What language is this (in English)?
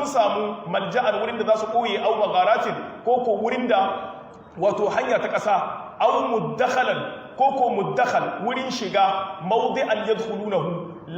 Hausa